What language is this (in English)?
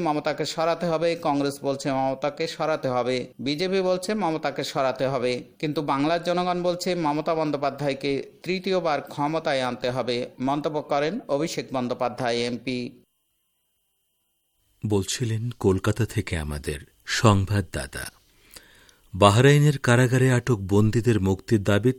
Bangla